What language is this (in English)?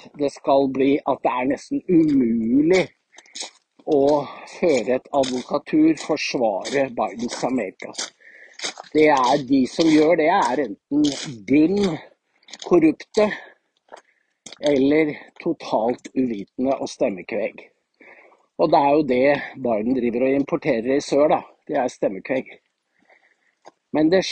Norwegian